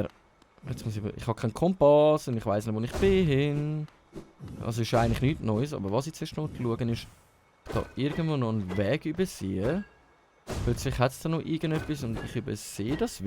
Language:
Swiss German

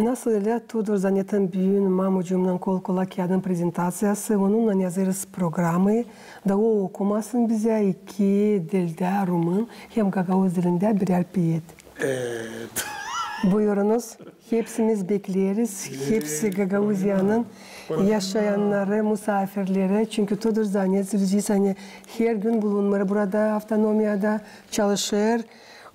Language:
Gagauz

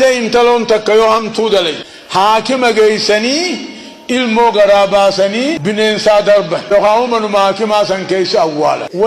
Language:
Oromo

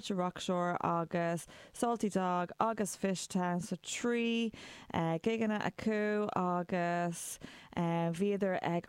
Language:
Irish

